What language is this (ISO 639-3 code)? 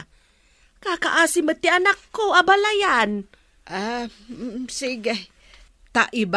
ilo